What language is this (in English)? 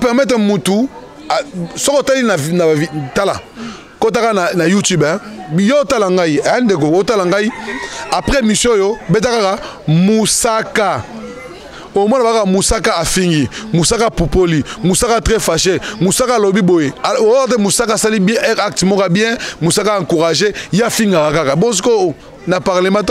Lingala